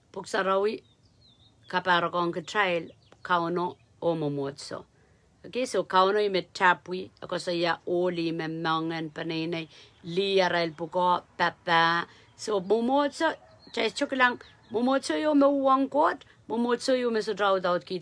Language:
Pohnpeian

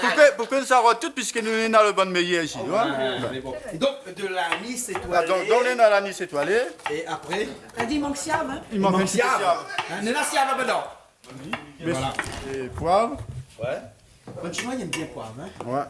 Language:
Réunion Creole French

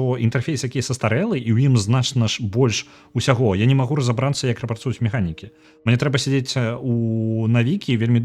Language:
Belarusian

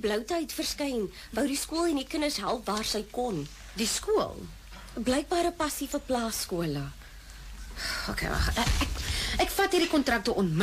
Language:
Afrikaans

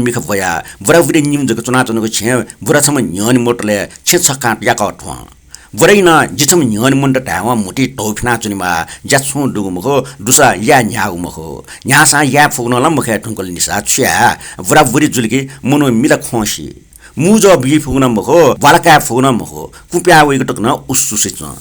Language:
Newari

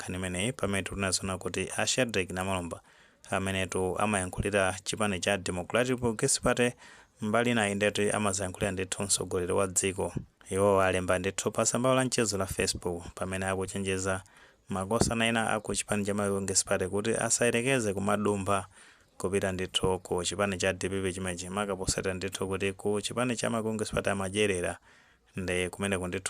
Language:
Nyanja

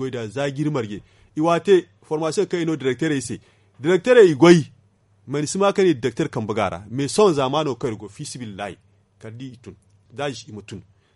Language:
Zarma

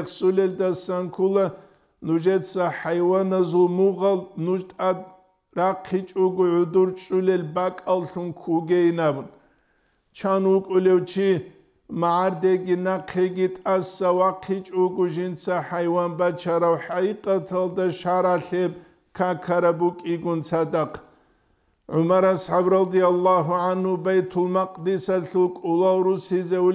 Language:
Avaric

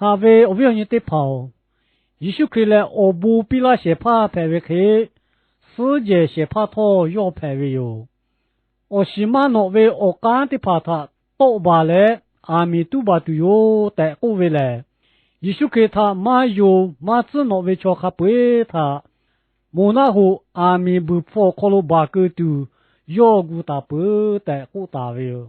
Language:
Lahu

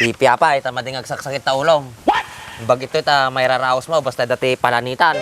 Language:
Iloko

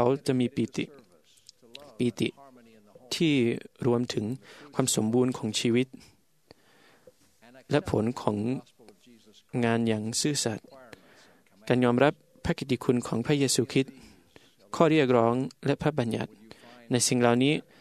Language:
Thai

